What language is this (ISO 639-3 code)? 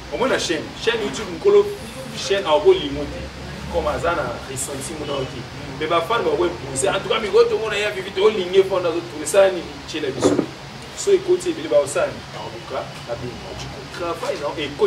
lin